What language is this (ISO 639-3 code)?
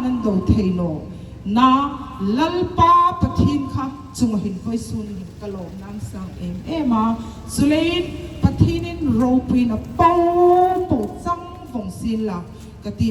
hmr